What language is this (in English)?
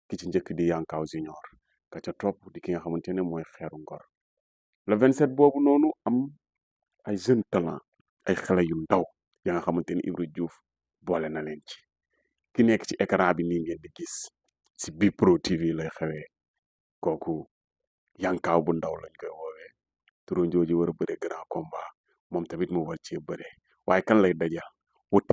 Wolof